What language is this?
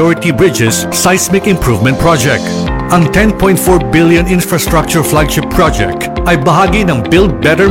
Filipino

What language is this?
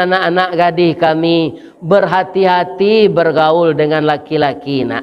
Minangkabau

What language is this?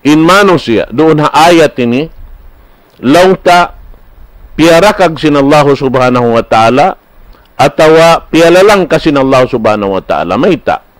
Tausug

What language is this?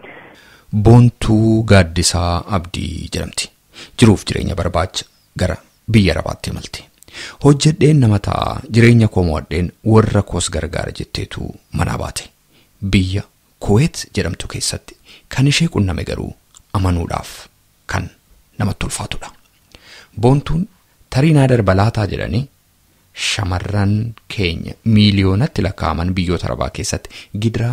Oromo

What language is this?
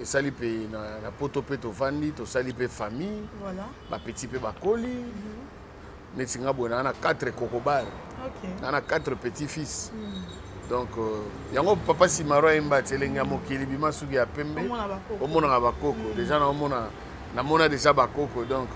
Lingala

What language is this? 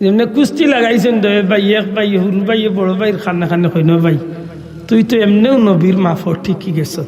Sylheti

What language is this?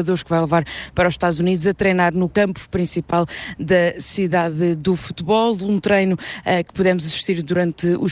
Portuguese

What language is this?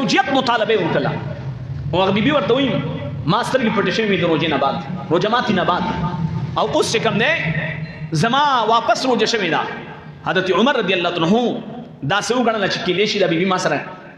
Pashto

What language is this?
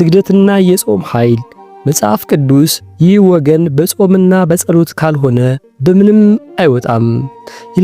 Amharic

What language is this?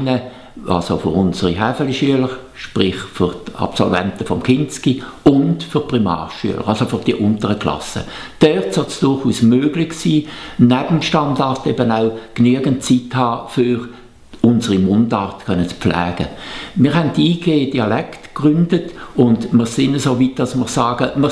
Swiss German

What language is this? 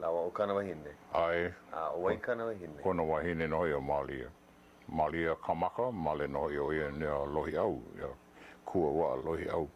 Hawaiian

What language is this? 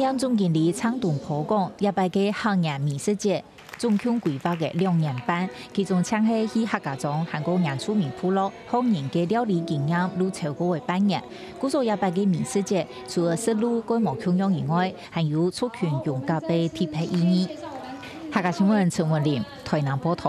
Hakka Chinese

